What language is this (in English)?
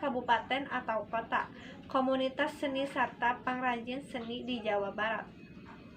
Sundanese